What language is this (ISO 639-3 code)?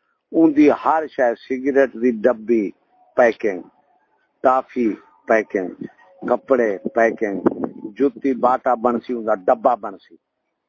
skr